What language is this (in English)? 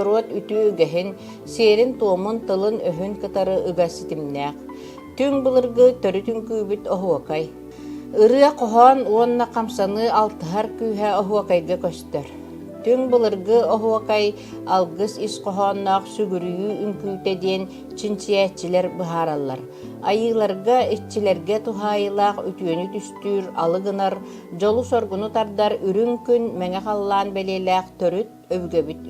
Yakut